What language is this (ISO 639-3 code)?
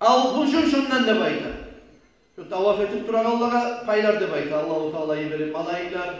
kum